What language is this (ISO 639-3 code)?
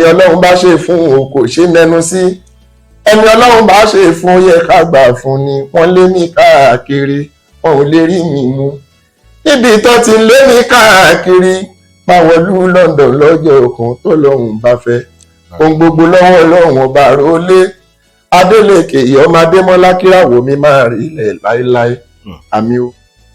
yor